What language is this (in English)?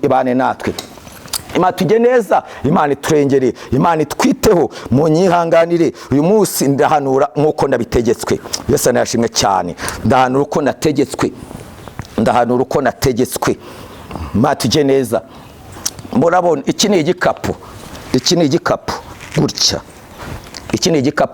Kinyarwanda